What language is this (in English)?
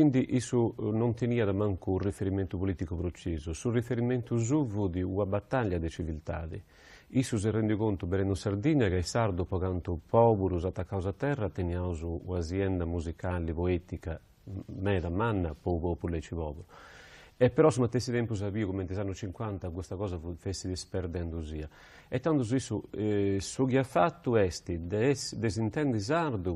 Sardinian